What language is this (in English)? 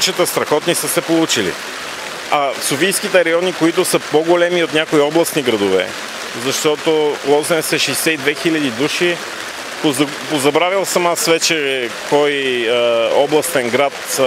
Bulgarian